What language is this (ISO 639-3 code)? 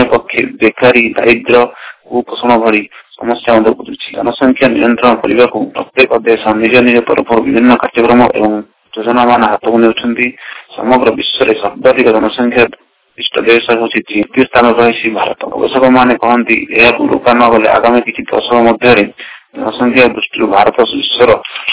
ori